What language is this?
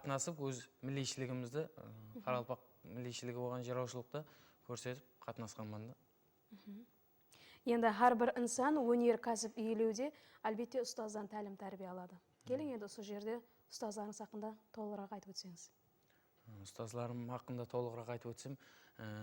Kara-Kalpak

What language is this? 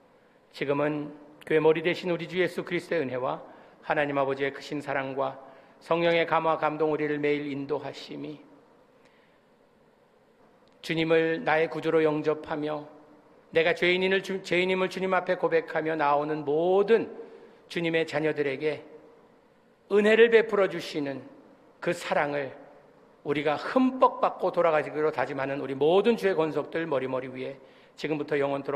Korean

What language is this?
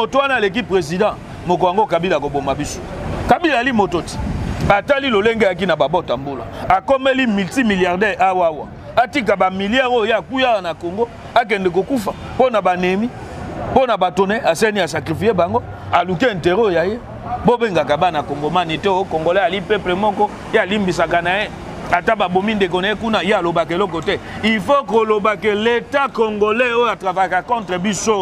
Lingala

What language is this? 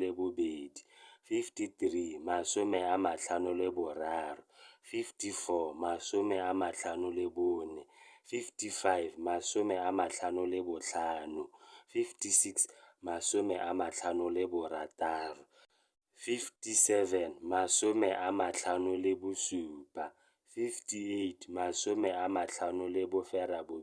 Tswana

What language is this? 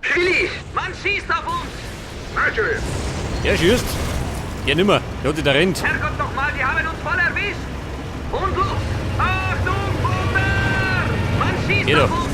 Bavarian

